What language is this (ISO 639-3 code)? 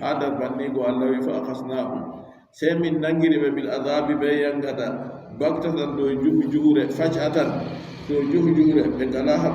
fub